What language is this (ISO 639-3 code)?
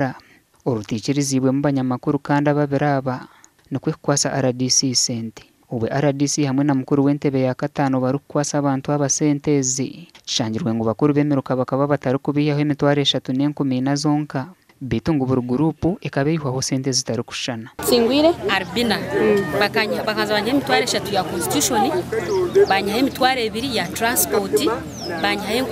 nyn